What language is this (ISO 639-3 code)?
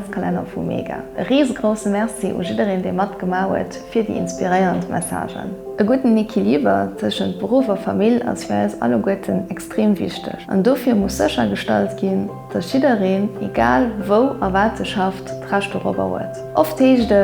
ltz